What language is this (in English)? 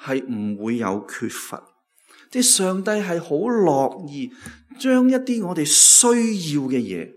Cantonese